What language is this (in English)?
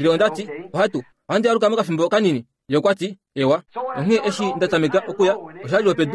Kuanyama